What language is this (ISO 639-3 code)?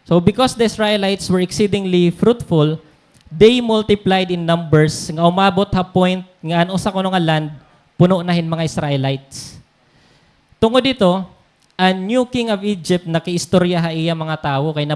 war